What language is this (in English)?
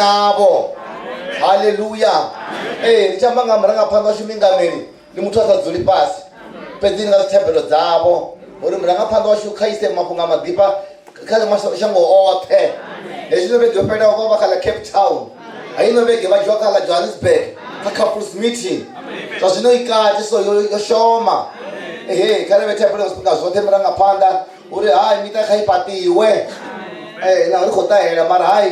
Venda